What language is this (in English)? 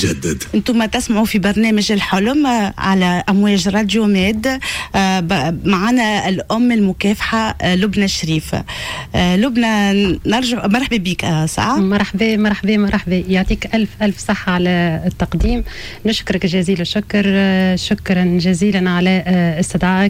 Tunisian Arabic